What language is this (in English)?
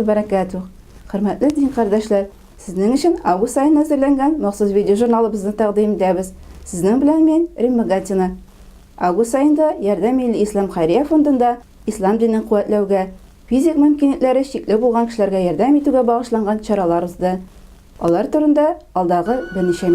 Tatar